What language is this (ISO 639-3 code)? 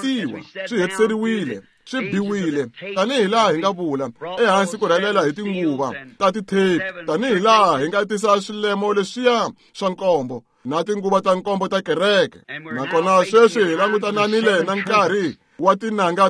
tso